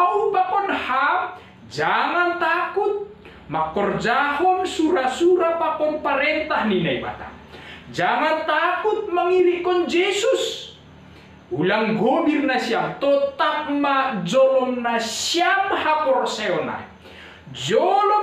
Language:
Batak Simalungun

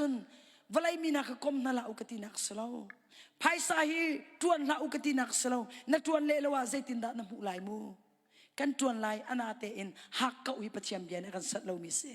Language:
Hakha Chin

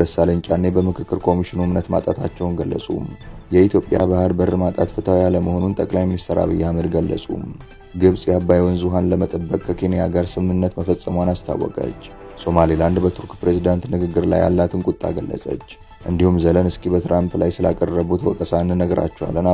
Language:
Amharic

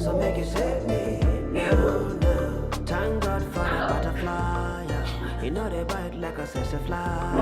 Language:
Nigerian Pidgin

